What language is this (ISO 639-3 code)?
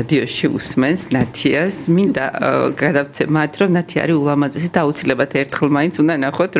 kat